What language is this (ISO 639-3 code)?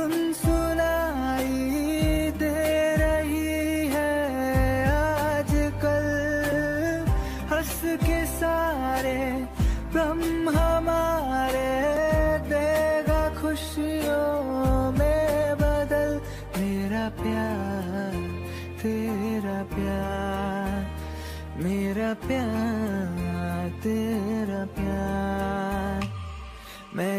hin